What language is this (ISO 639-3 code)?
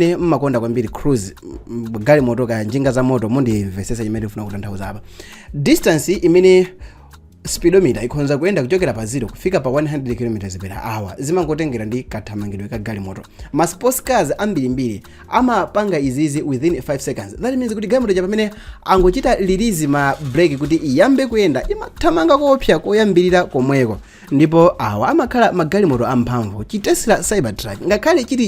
nya